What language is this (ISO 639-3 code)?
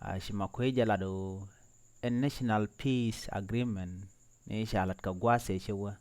nus